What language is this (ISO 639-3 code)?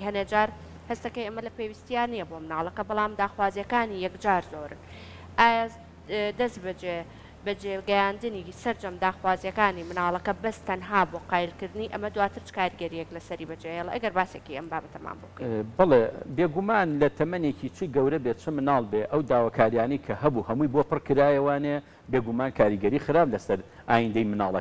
ckb